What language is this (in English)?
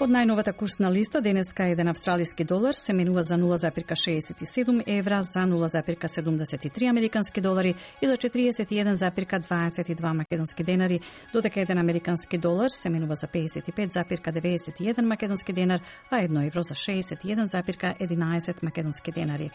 Macedonian